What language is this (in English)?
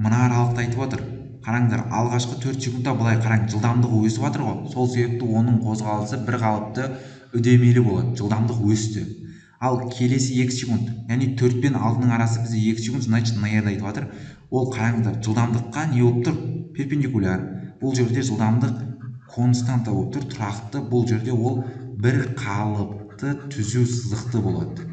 Kazakh